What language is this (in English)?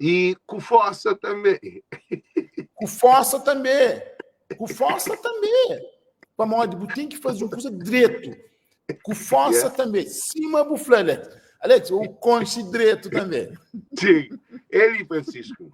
Kabuverdianu